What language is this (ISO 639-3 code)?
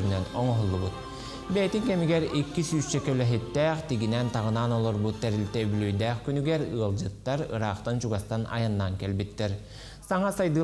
sah